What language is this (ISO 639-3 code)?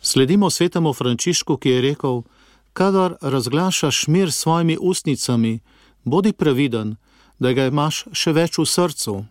slv